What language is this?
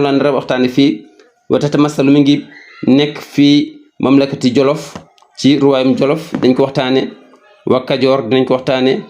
Wolof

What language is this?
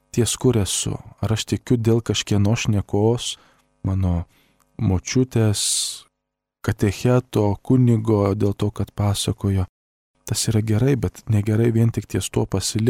Lithuanian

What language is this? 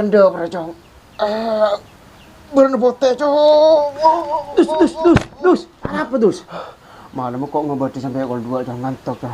Madurese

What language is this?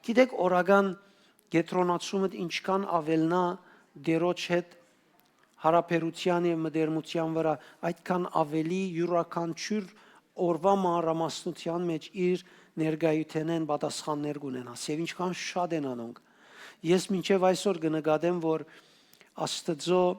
Western Armenian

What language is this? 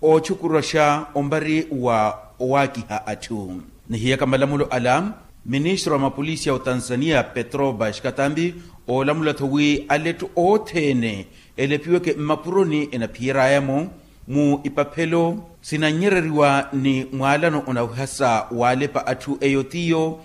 Makhuwa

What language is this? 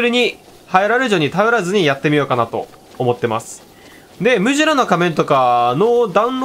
Japanese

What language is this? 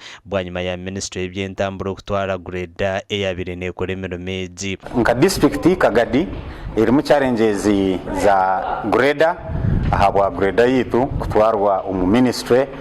Nyankole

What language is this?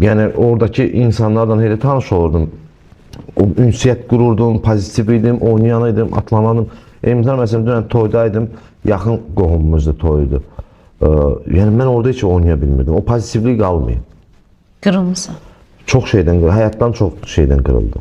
Azerbaijani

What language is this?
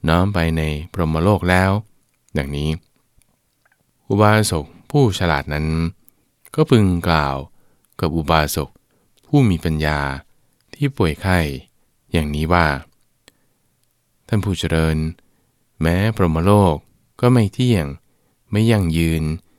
Thai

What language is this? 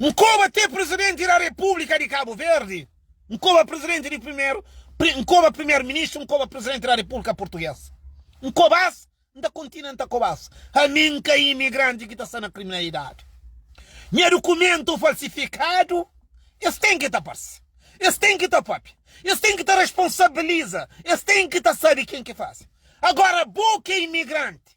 Kabuverdianu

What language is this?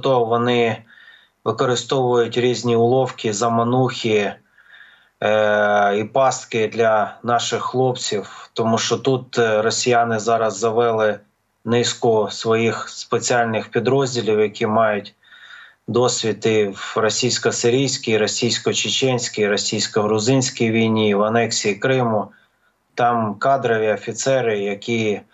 Ukrainian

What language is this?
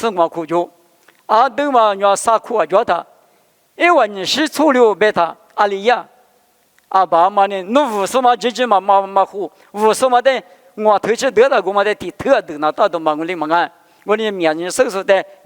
Lisu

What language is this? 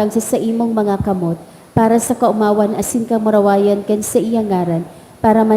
Bikol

